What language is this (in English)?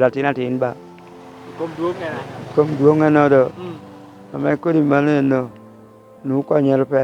Lango (Uganda)